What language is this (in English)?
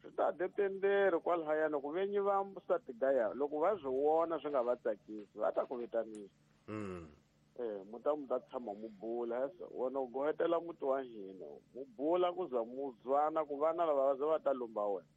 Tsonga